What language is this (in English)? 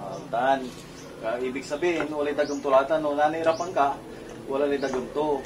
Pangasinan